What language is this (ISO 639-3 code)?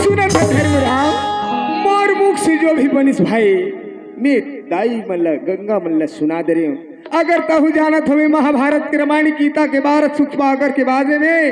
hne